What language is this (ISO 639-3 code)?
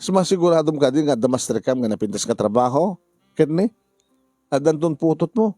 ilo